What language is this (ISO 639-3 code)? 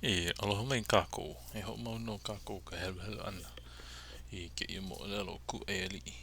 haw